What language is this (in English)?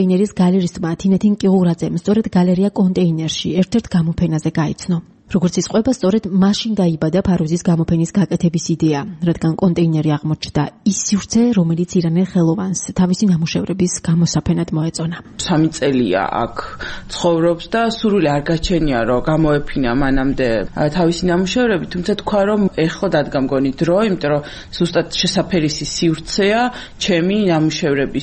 Georgian